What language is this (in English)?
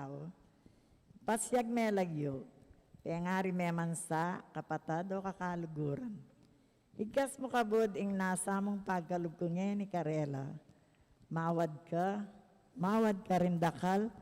Pampanga